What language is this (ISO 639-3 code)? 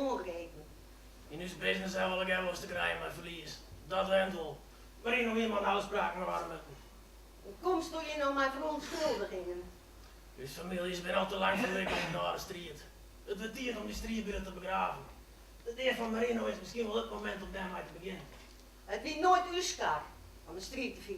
fry